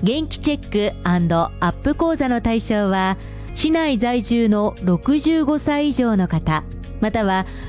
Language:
Japanese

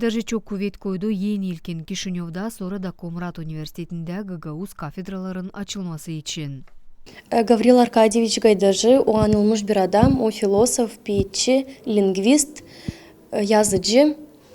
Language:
Gagauz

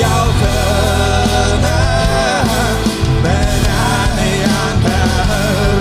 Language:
Bashkir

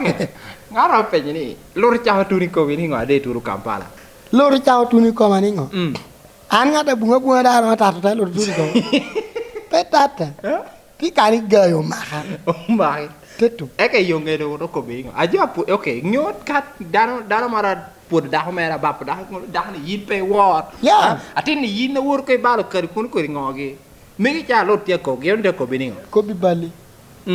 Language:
Lango (Uganda)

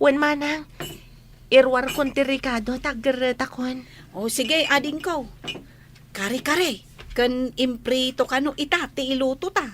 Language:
Iloko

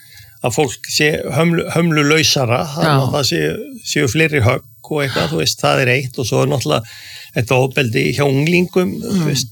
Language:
Icelandic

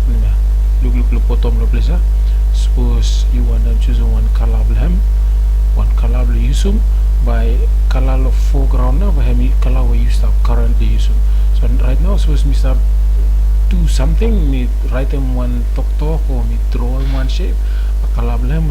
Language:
Bislama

